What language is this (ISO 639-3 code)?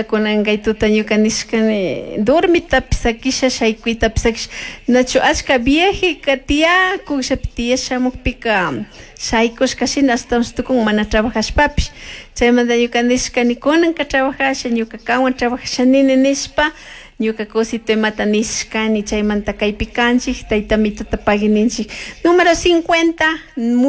qug